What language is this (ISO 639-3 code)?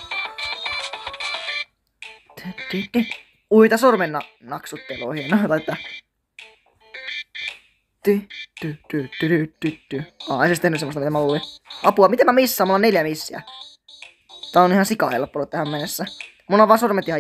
fin